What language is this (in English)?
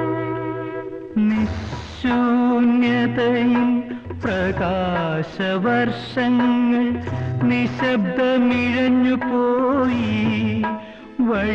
Malayalam